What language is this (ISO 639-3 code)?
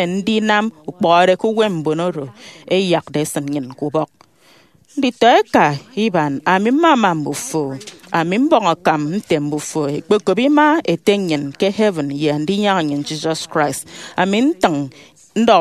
efi